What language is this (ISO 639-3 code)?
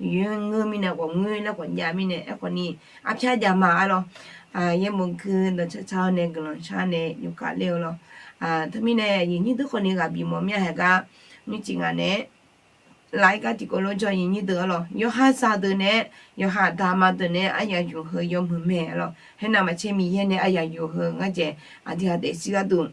ahk